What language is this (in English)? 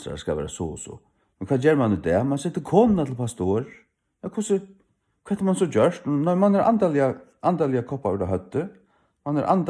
Faroese